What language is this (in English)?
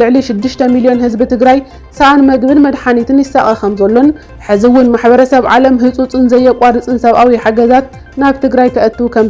Tigrinya